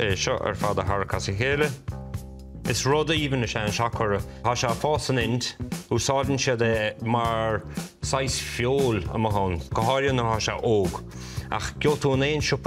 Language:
Irish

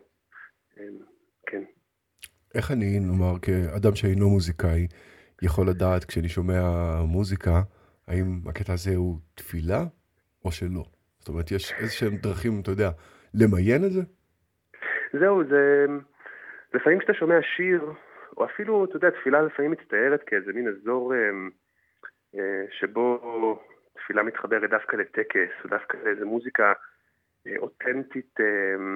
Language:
Hebrew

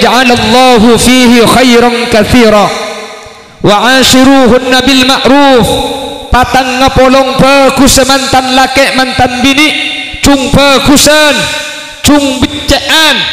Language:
Madurese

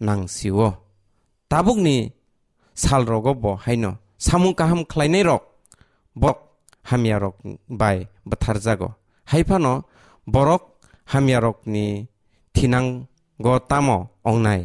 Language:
Kok Borok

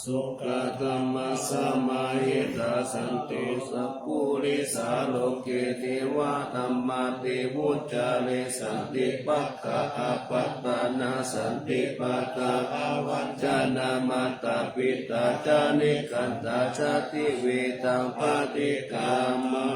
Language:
Pali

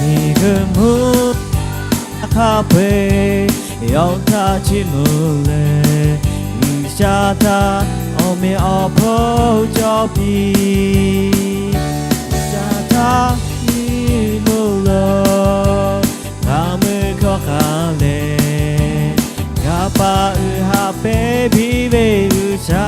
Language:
Lahu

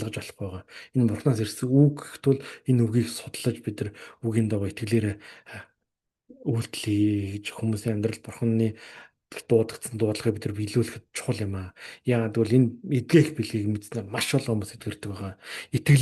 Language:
Mongolian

